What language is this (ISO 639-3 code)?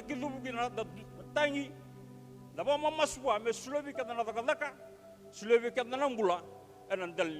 fij